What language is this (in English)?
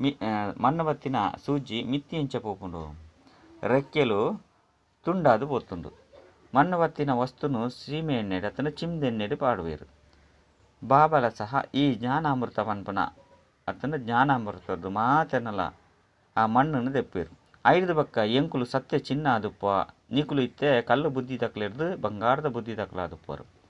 Tulu